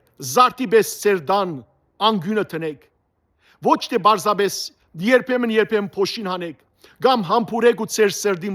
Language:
Western Armenian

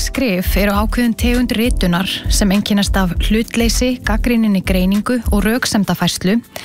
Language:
Icelandic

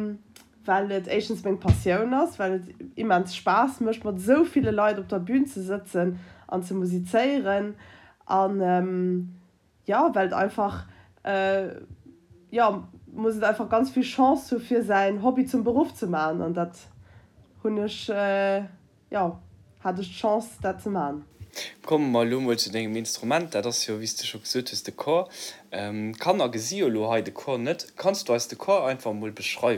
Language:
Luxembourgish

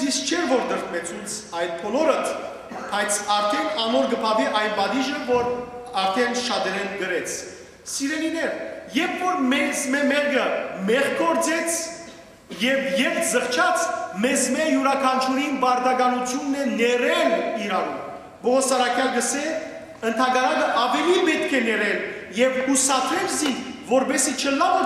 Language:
Western Armenian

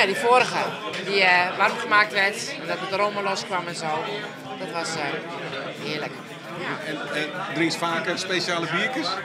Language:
Western Frisian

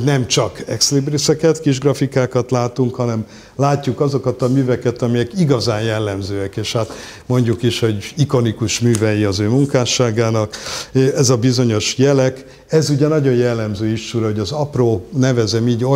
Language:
Hungarian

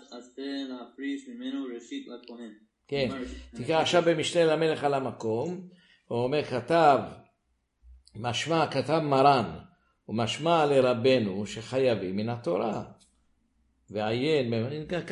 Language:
Hebrew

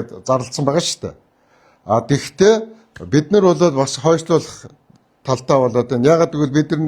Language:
Mongolian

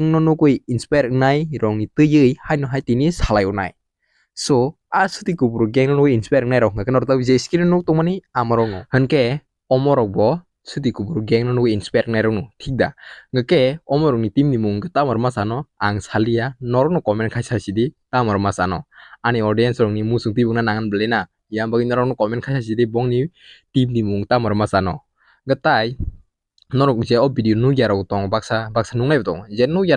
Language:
Kok Borok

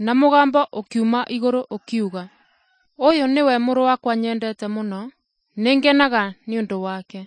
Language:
Kikuyu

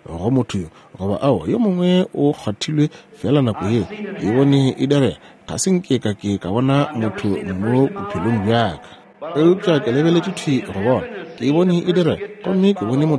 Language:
Northern Sotho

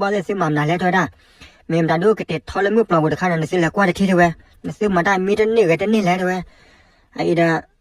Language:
S'gaw Karen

